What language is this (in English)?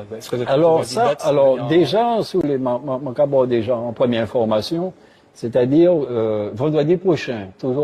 Guadeloupean Creole French